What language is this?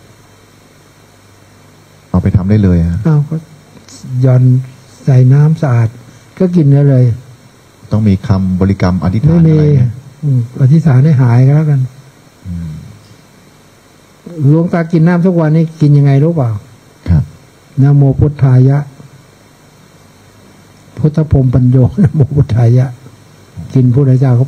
Thai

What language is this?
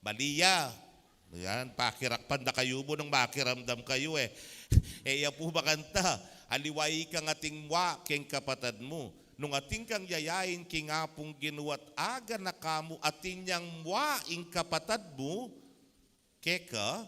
Pampanga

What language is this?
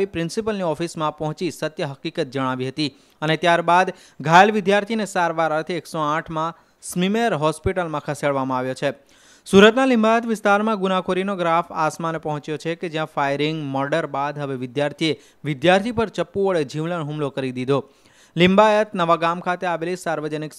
Gujarati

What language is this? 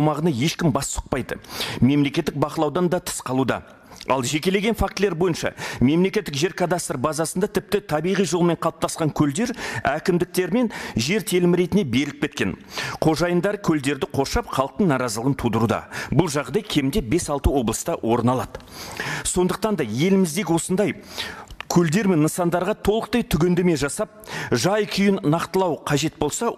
Kazakh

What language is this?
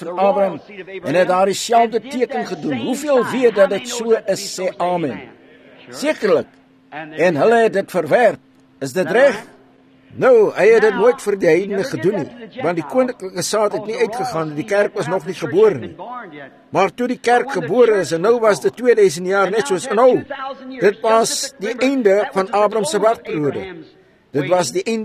Afrikaans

